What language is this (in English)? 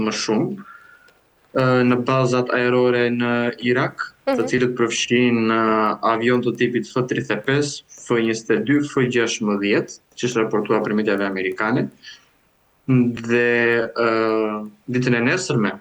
Albanian